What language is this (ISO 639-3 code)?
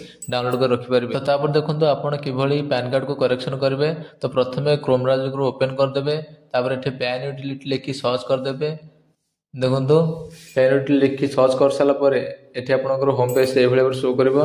ori